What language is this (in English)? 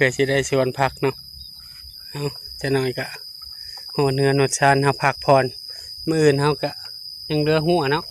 Northeastern Thai